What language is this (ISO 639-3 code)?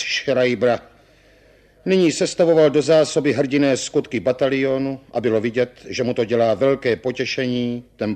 ces